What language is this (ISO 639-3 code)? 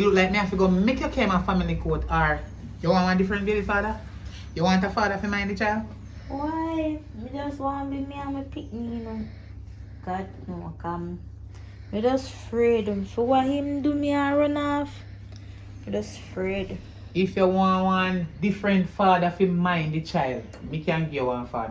jam